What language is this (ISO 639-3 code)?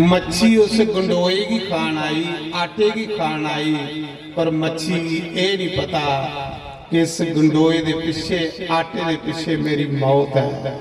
doi